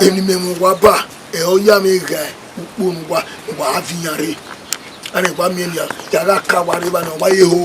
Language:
Bini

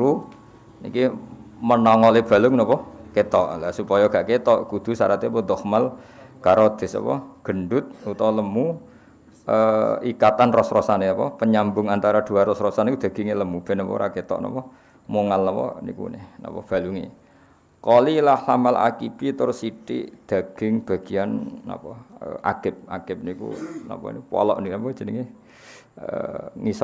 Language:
Javanese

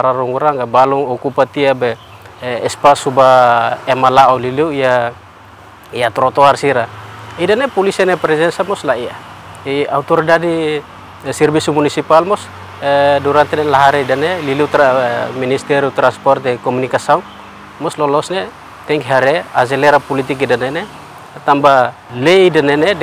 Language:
Tetum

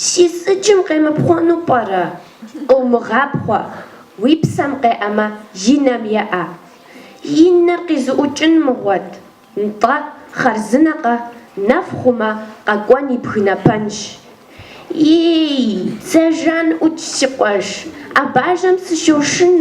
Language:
Kabardian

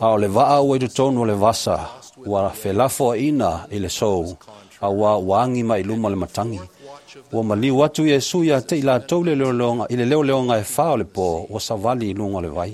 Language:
Samoan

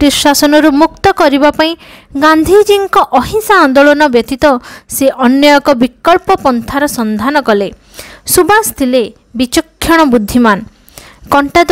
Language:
Odia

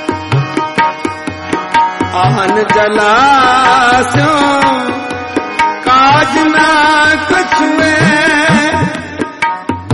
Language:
Punjabi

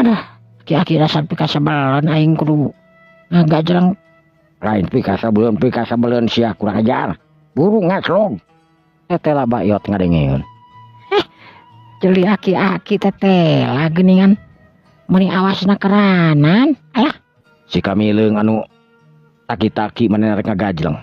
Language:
Sundanese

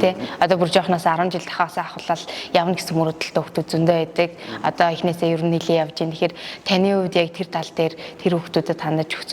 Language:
Mongolian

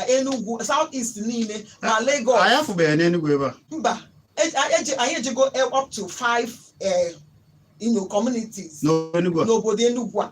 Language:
Igbo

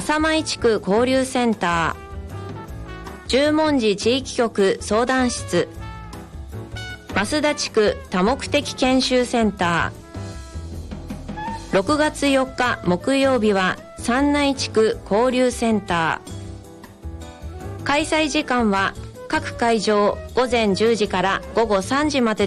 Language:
Japanese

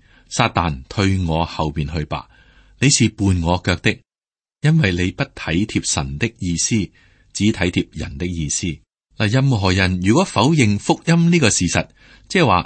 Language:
Cantonese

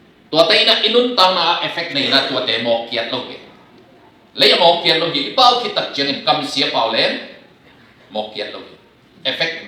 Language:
Tedim Chin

